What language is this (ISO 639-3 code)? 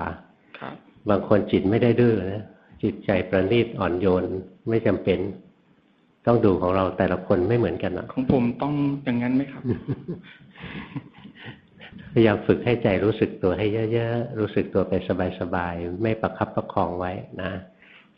tha